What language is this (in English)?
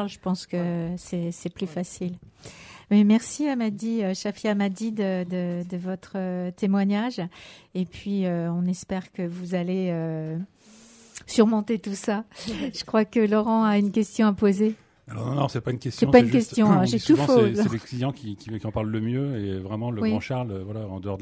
French